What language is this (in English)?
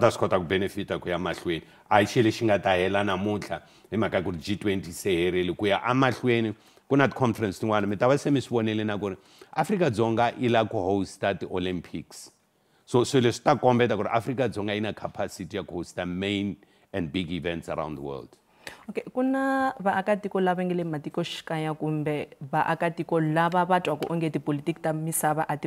Tsonga